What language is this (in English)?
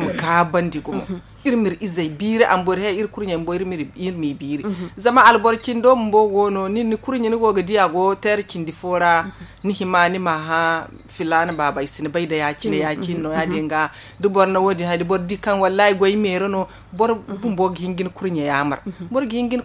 Zarma